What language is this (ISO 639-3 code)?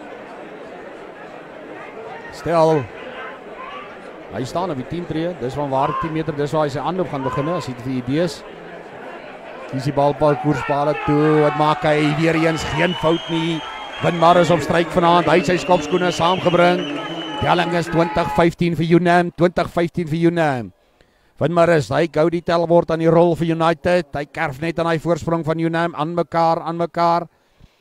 afr